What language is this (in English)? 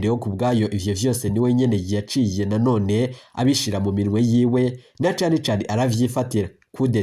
Rundi